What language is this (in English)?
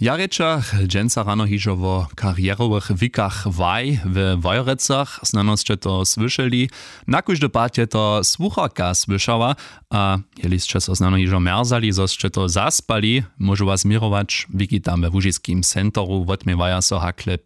Upper Sorbian